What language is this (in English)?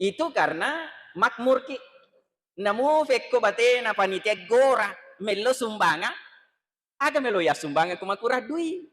Buginese